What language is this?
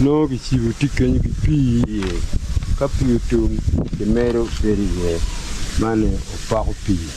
Acoli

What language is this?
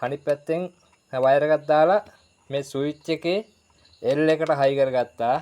Sinhala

